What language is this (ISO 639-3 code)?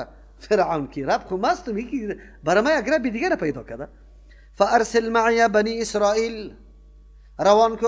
fas